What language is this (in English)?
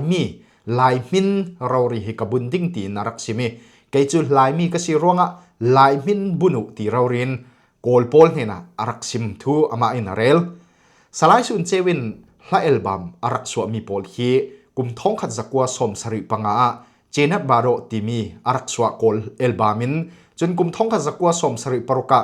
Falam Chin